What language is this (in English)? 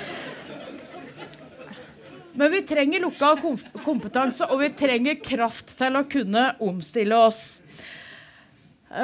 Norwegian